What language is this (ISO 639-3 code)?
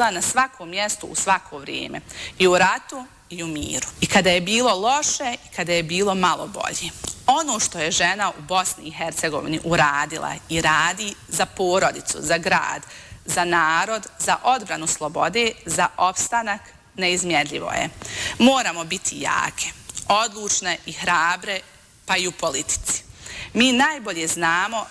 bos